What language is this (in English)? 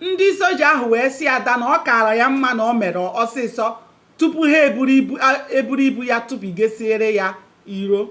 Igbo